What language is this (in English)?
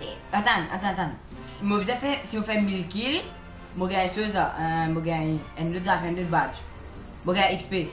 Morisyen